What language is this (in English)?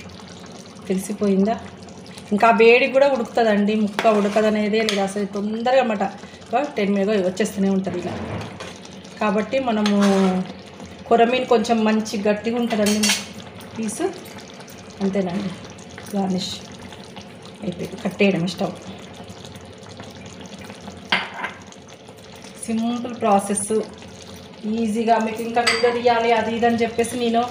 Telugu